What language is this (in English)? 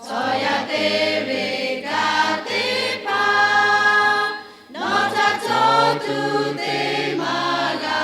Lahu